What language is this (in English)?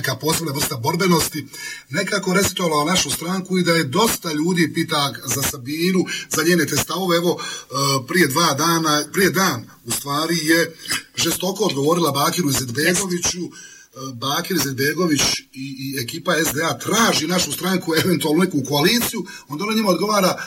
Bosnian